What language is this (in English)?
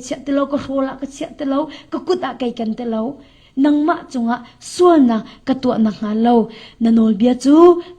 Hakha Chin